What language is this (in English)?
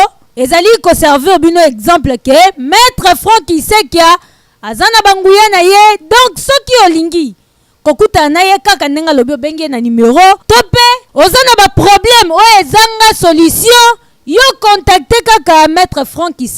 Lingala